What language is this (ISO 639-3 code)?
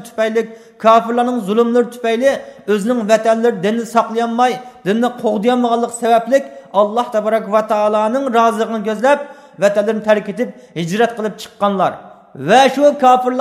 uig